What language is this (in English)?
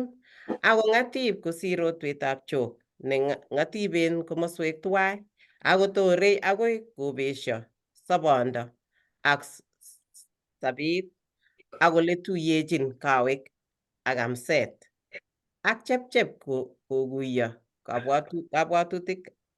Kalenjin